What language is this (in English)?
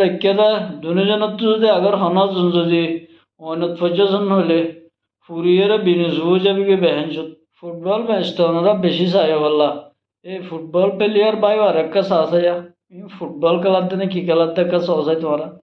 Rohingya